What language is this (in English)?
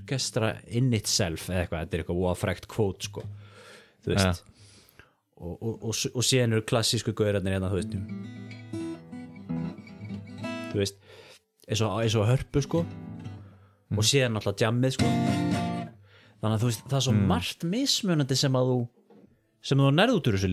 Icelandic